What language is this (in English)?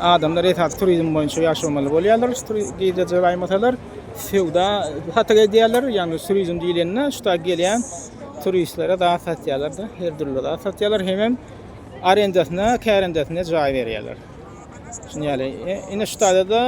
Turkmen